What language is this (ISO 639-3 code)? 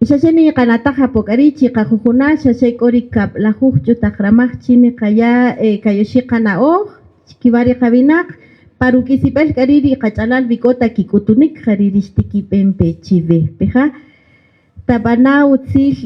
cak